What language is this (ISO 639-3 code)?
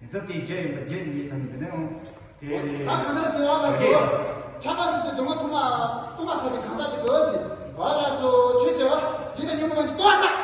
bod